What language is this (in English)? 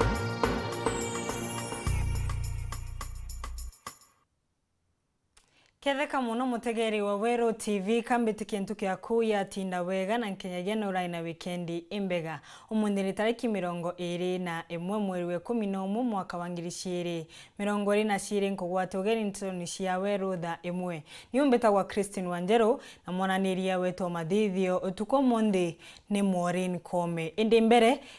Meru